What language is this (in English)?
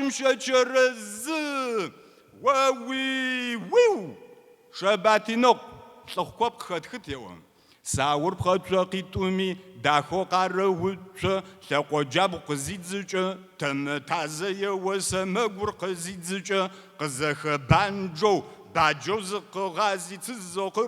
Kabardian